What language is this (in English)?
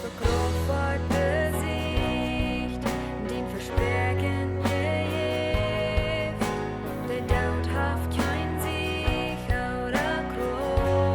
Plautdietsch